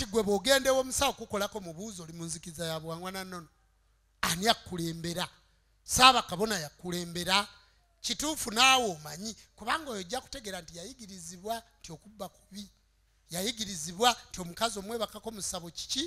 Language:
Ganda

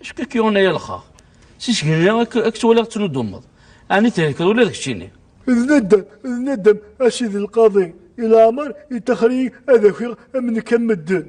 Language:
Kabyle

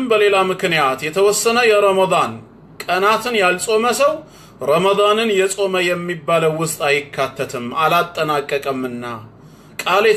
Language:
Amharic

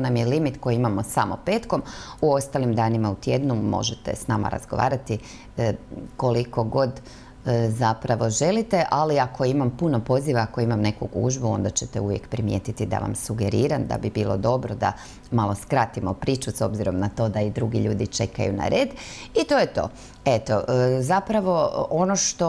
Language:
Croatian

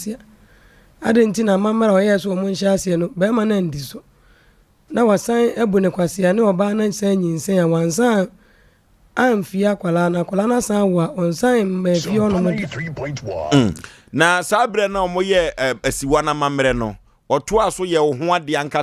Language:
Akan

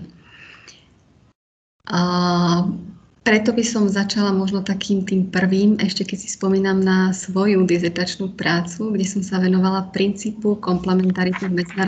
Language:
Slovak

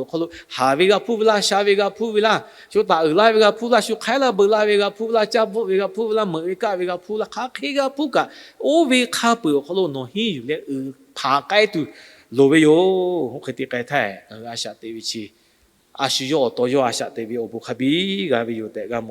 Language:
Lahu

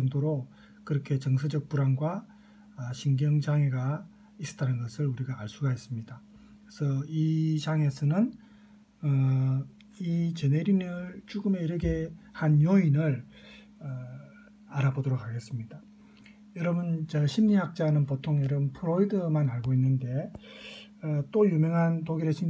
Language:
Korean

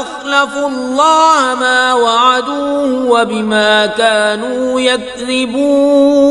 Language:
Kashmiri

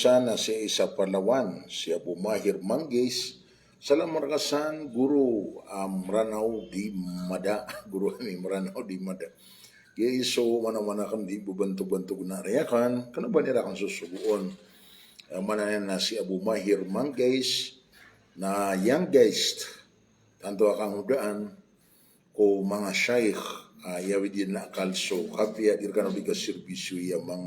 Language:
Maranao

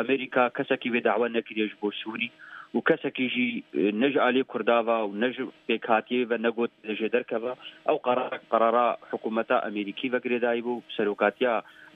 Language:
Kurdish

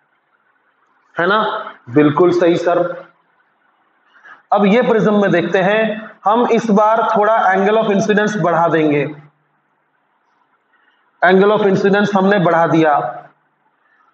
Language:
Hindi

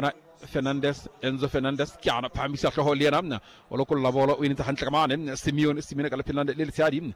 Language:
Southern Sotho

